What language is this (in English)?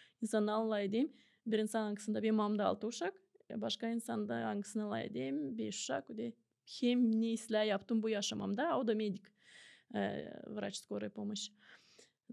Gagauz